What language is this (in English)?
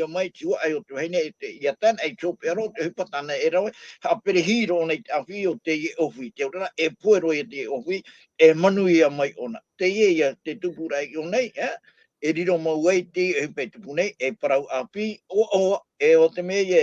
Tahitian